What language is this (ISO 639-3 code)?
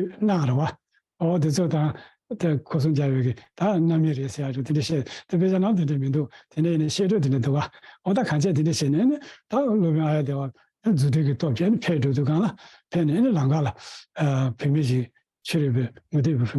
bod